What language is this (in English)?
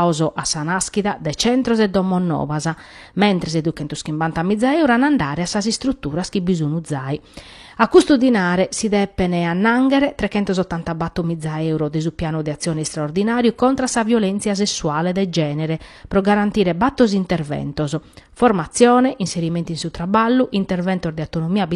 Sardinian